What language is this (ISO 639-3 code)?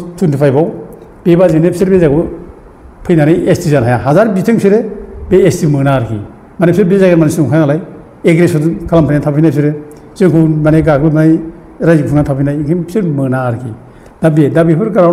brx